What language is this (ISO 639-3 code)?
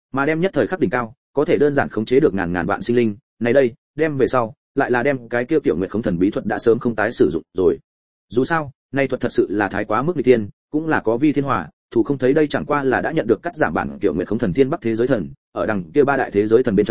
vie